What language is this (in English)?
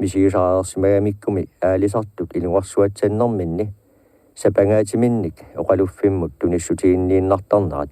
Kalaallisut